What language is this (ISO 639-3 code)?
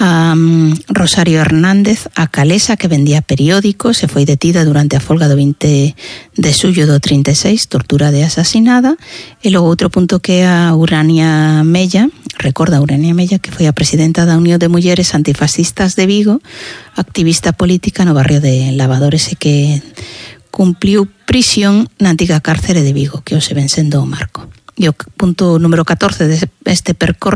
glg